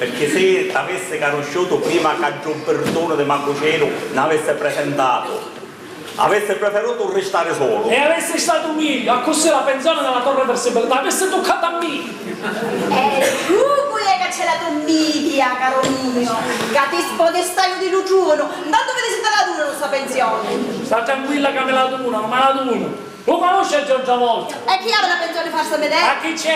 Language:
Sicilian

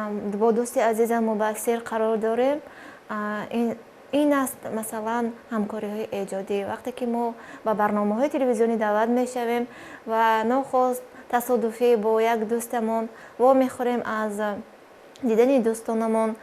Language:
Tajik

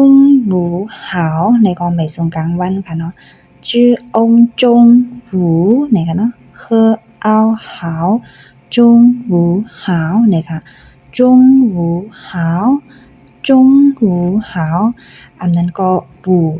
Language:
Shan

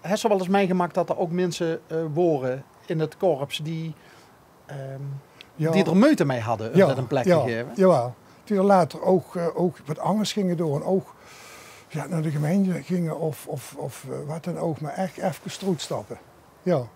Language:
Limburgish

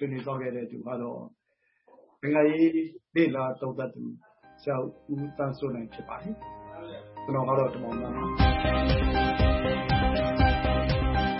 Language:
Burmese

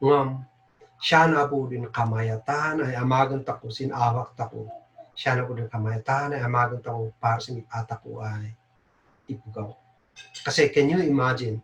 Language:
Kankanaey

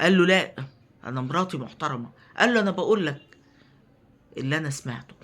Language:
Egyptian Arabic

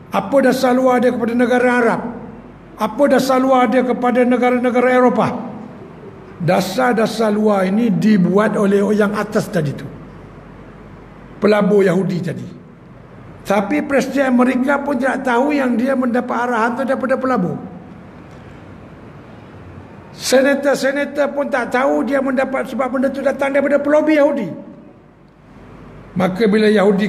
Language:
Malay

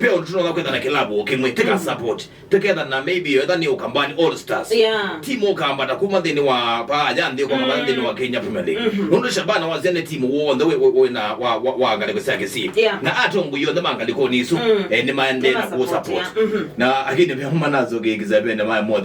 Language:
Kamba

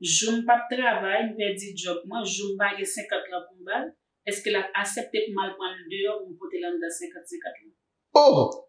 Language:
Haitian Creole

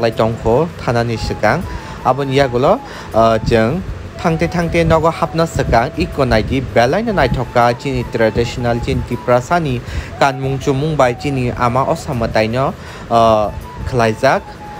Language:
Kok Borok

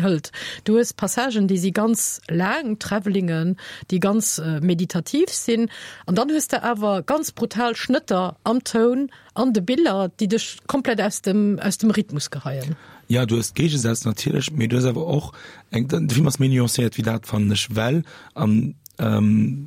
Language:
Luxembourgish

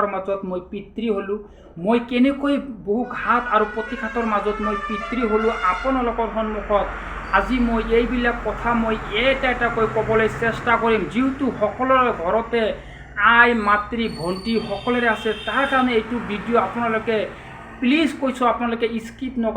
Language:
Assamese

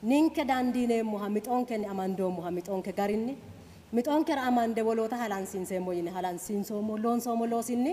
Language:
Sidamo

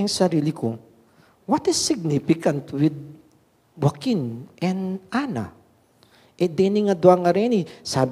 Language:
Pampanga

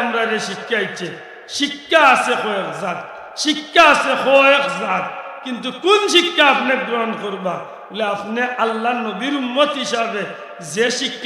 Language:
Sylheti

